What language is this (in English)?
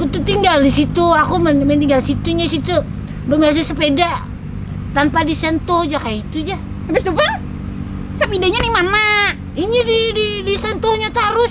Banjar